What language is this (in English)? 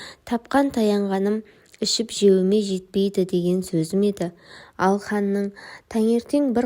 Kazakh